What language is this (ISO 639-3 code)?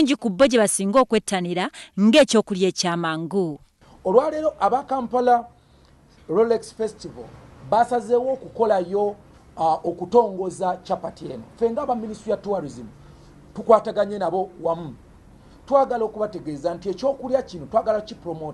lug